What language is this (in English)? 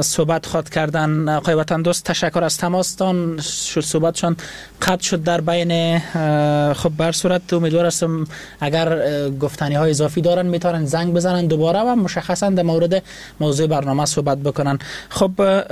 Persian